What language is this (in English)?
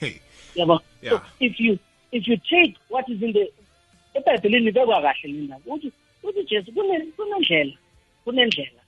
South Ndebele